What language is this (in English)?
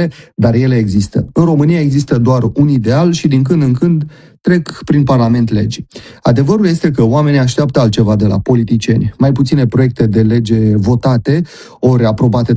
Romanian